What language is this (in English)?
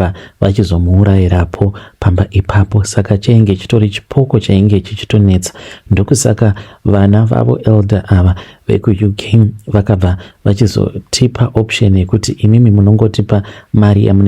Shona